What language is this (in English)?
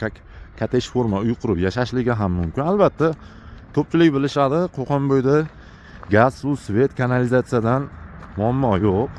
Uzbek